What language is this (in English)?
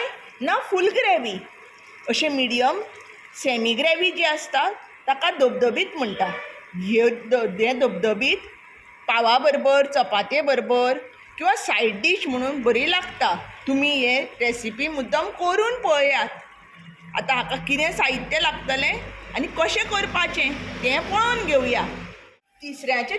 Konkani